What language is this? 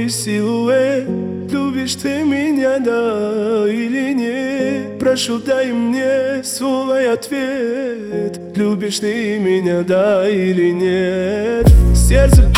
Russian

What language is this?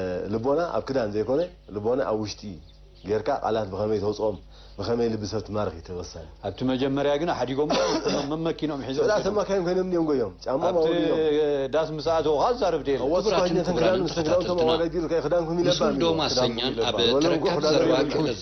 Tigrinya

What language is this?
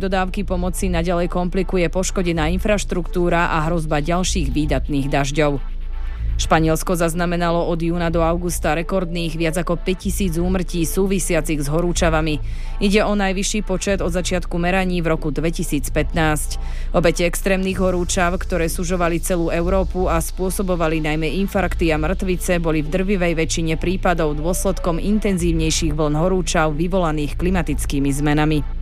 Slovak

